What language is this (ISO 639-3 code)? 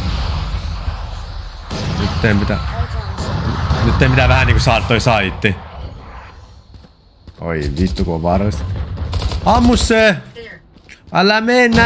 fin